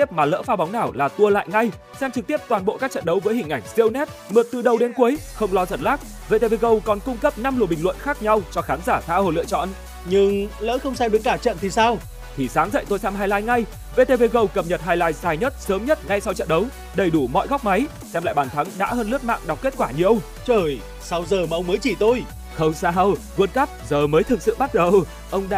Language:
Vietnamese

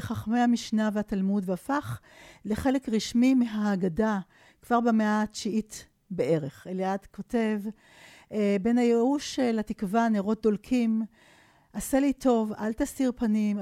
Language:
Hebrew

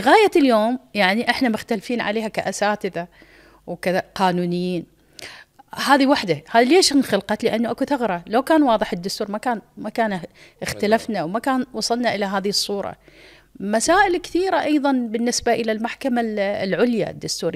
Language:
Mesopotamian Arabic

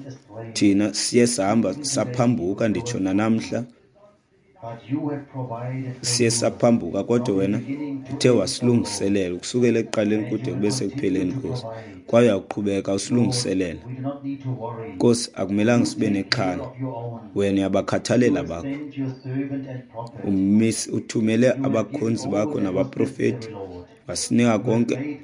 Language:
Xhosa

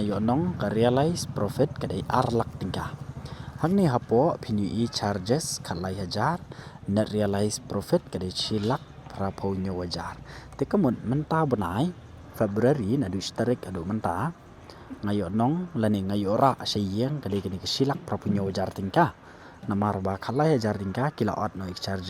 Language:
Khasi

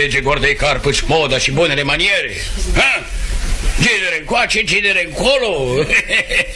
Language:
Romanian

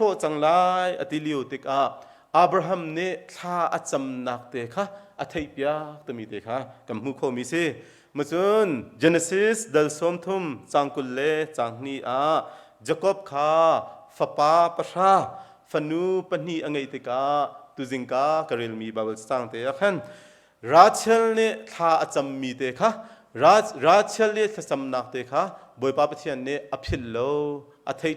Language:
Hakha Chin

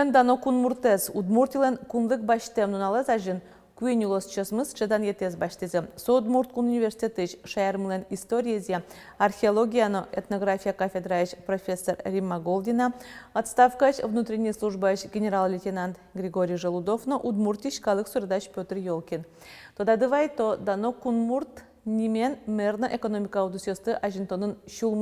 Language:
Udmurt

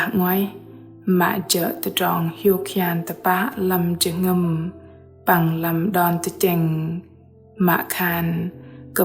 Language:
Bahnar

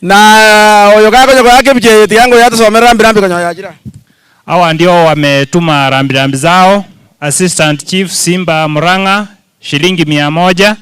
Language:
Gusii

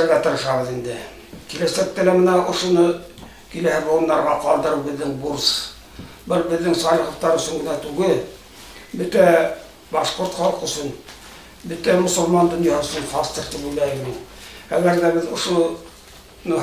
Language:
Bashkir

